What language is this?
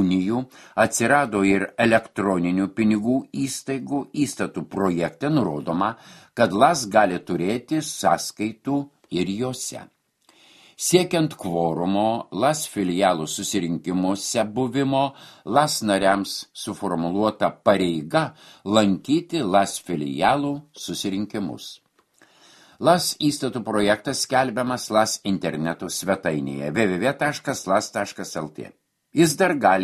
Lithuanian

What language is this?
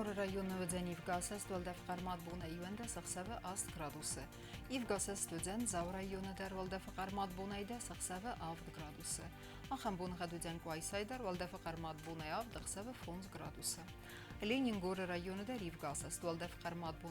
Ossetic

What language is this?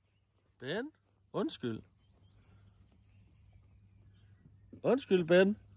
Danish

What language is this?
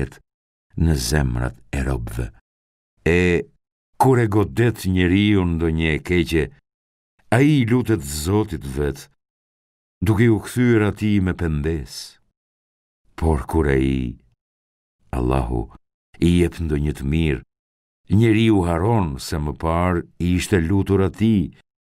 Albanian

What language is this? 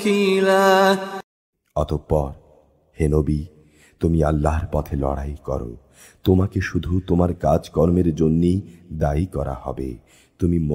Bangla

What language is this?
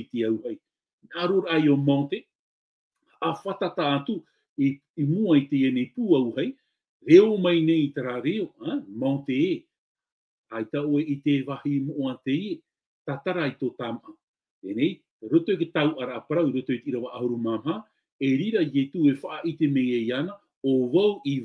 Tahitian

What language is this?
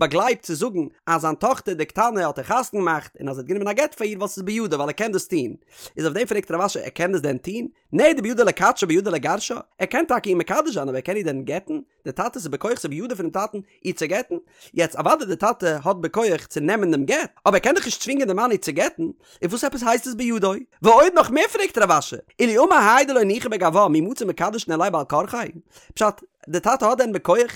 Yiddish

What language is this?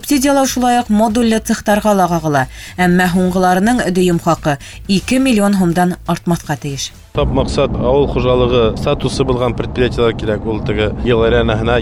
Bashkir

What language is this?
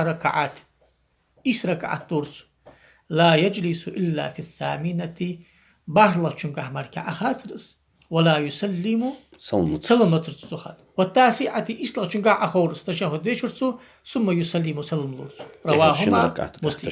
Ingush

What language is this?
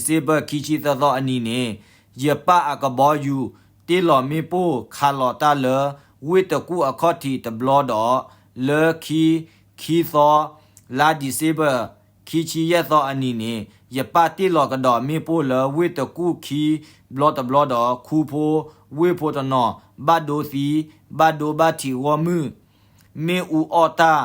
S'gaw Karen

